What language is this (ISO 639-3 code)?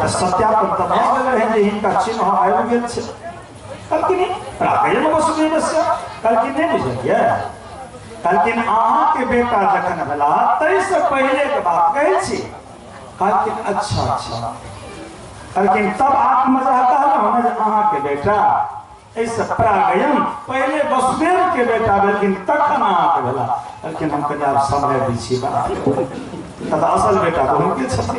mai